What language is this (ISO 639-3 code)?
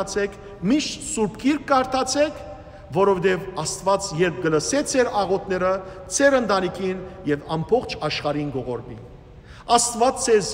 hyw